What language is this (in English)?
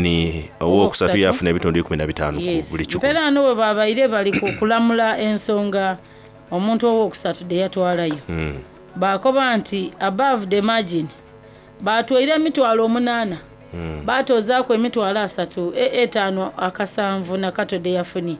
Soga